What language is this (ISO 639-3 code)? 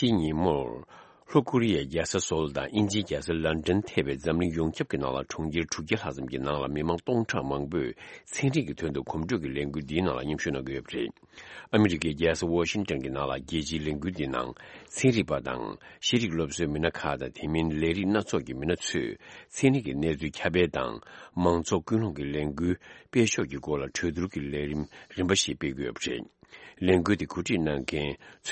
bod